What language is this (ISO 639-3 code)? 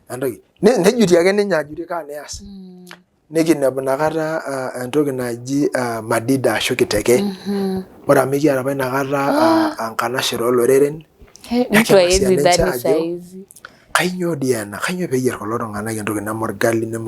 mas